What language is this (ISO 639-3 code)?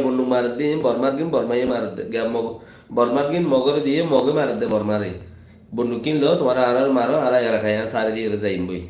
rhg